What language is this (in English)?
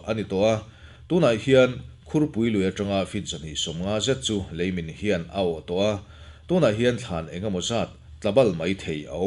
Mizo